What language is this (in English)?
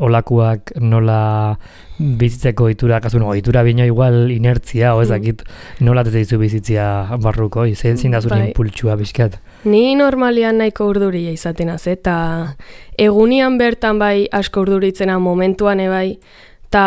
Basque